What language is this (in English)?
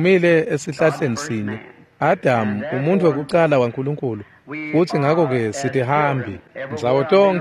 Swati